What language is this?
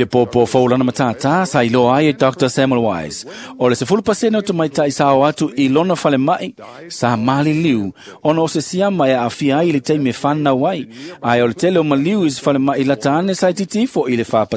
Samoan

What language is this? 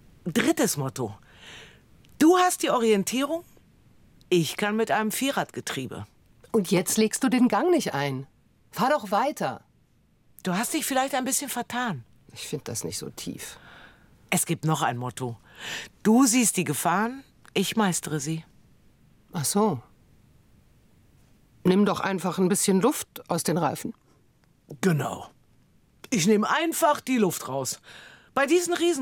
German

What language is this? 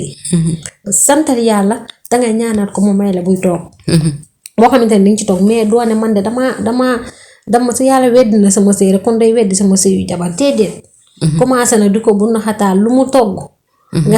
Wolof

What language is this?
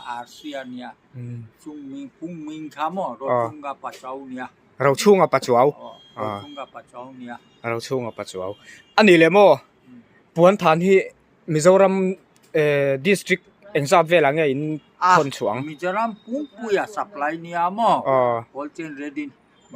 Mizo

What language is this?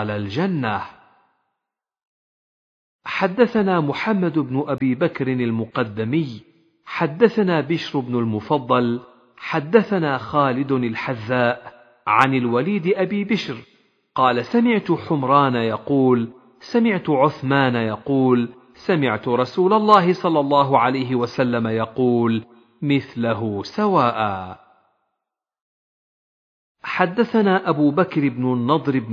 Arabic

